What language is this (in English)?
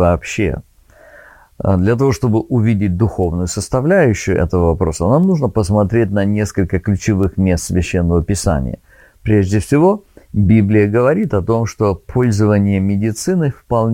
Russian